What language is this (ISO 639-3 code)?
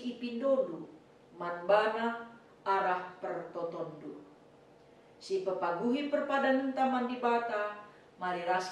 btx